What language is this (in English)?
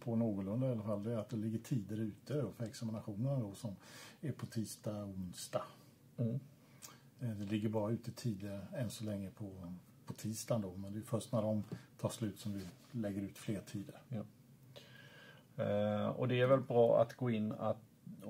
Swedish